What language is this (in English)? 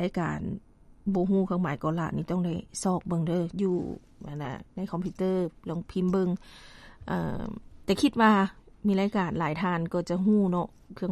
Lao